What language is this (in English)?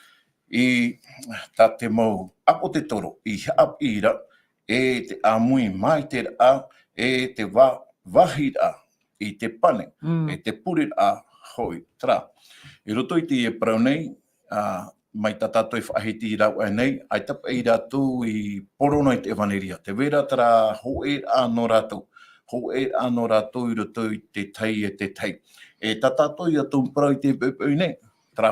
Tahitian